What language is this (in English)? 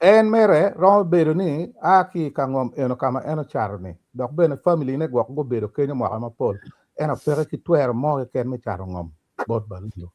Acoli